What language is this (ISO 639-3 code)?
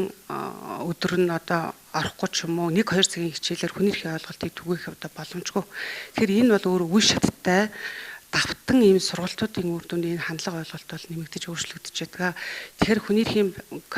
mon